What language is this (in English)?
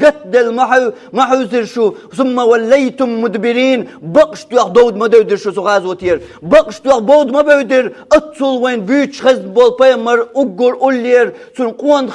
Chechen